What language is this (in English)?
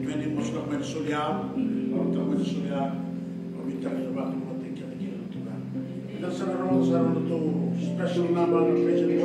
Fijian